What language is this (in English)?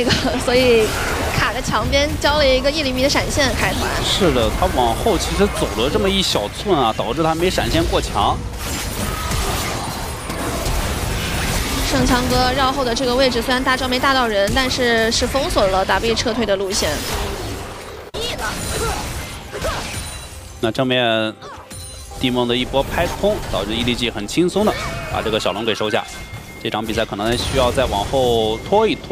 Chinese